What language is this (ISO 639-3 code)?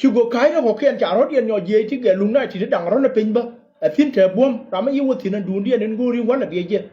nus